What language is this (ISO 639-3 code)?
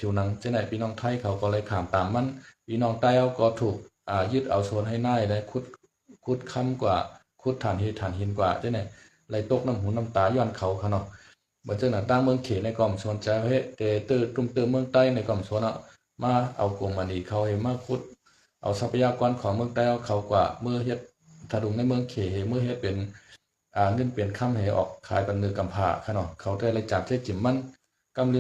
shn